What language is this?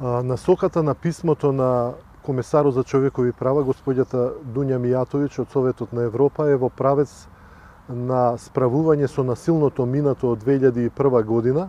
Macedonian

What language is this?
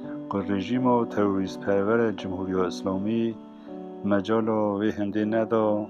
Kurdish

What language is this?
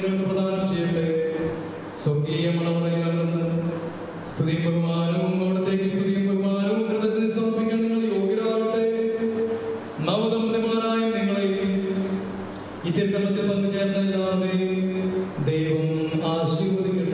Malayalam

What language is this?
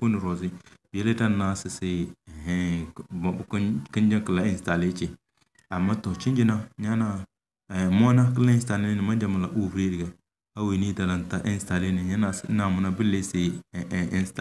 Tem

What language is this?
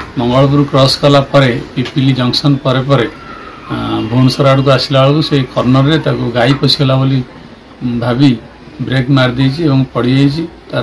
Odia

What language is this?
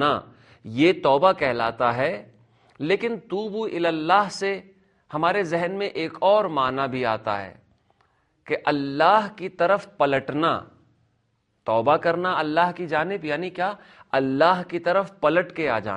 Urdu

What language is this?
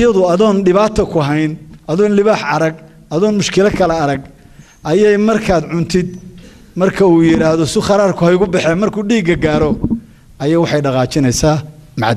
Somali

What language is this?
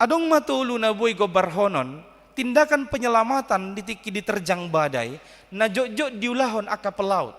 Batak Toba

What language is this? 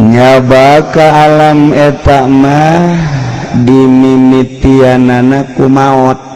Sundanese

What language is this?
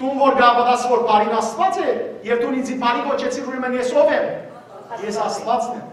Western Armenian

